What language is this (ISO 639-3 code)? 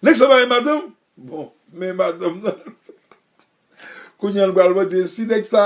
hat